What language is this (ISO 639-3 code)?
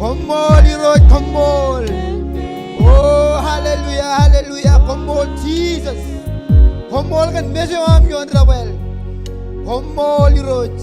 mah